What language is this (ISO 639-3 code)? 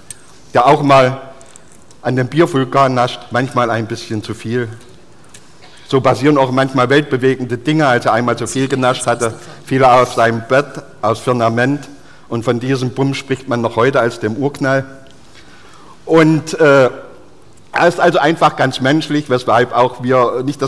deu